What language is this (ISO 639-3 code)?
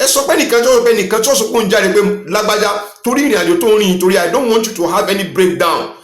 yor